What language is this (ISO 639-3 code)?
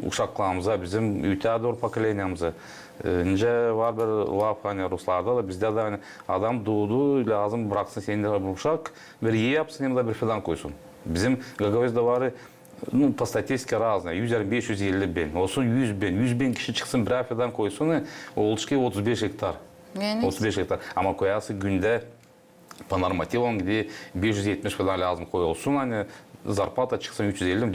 gag